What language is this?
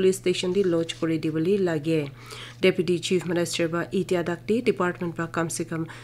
Naga Pidgin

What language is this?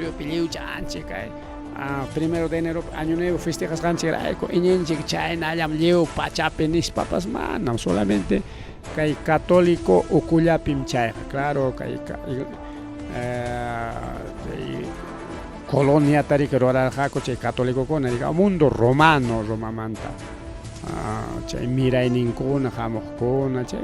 Ayacucho Quechua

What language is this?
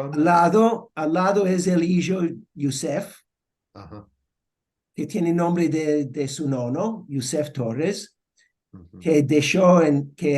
Ladino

